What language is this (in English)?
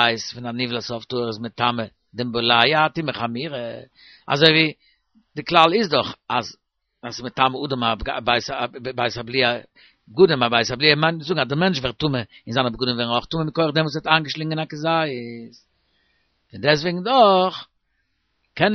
Yiddish